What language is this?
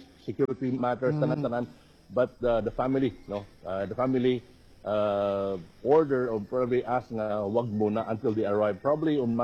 Filipino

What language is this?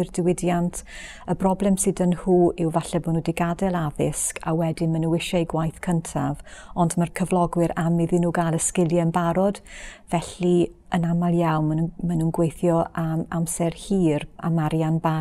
Welsh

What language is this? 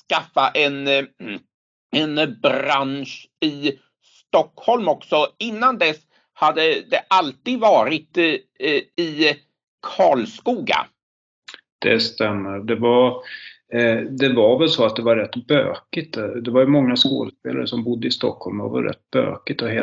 Swedish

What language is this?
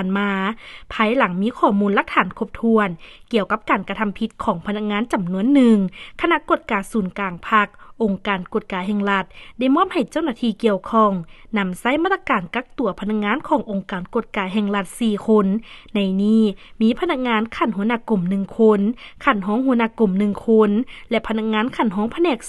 Lao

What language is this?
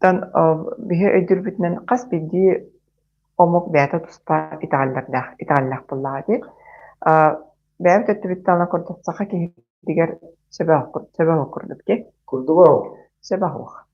Yakut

